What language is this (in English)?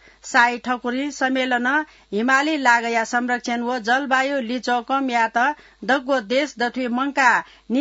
Newari